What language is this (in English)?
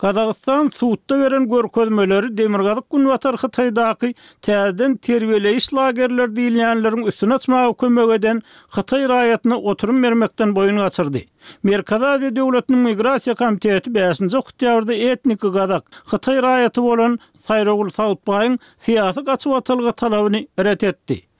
Turkmen